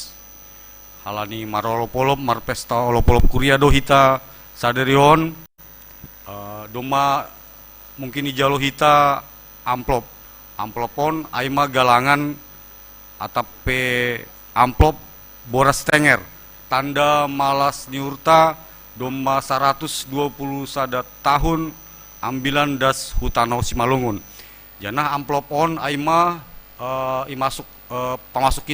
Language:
Batak Simalungun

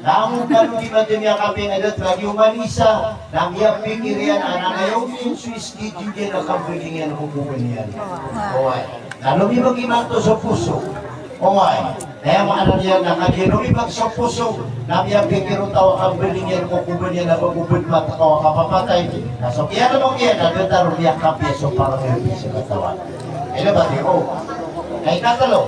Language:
Maranao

